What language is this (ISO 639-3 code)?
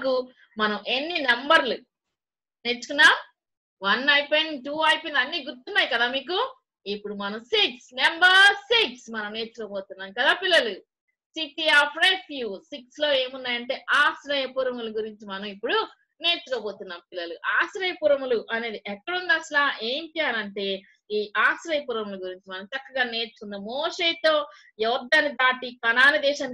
tel